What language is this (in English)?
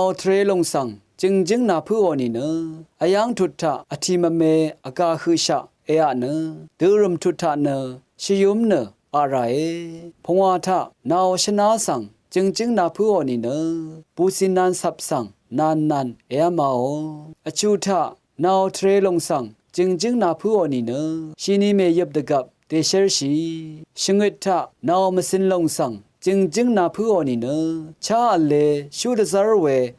Rawang